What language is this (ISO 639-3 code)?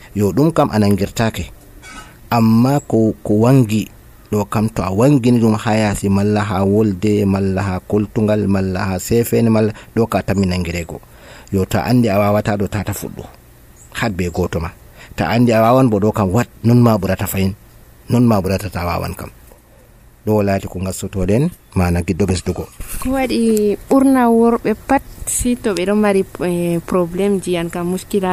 fuv